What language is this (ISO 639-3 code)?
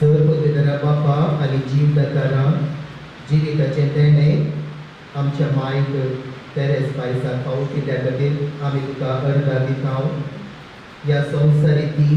kok